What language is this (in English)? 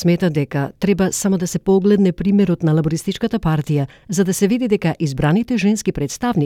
Macedonian